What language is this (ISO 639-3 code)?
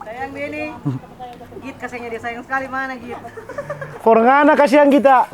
xmm